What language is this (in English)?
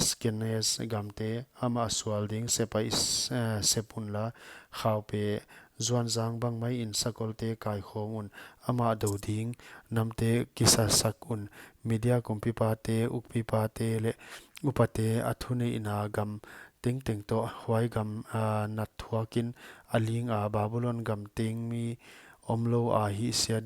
Paite Chin